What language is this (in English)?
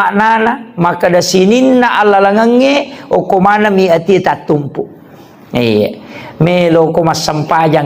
Buginese